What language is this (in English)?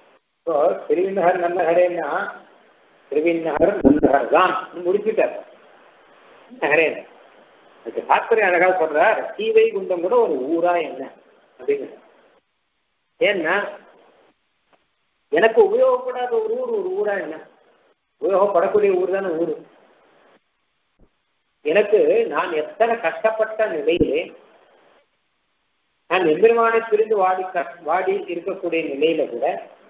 Tamil